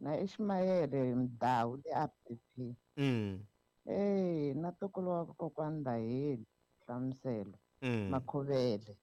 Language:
Tsonga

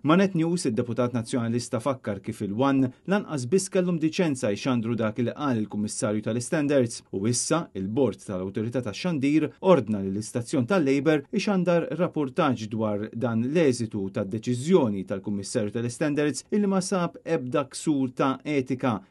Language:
Maltese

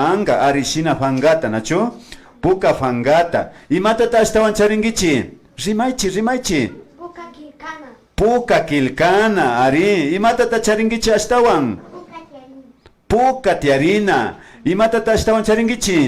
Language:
Imbabura Highland Quichua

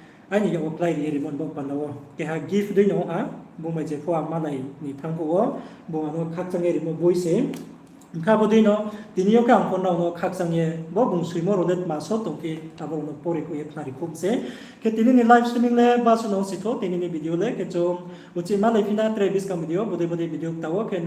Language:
Riang (India)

